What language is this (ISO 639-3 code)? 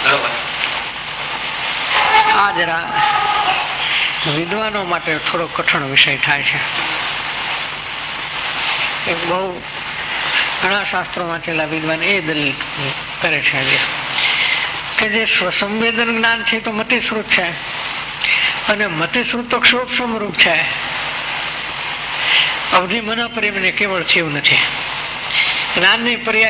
guj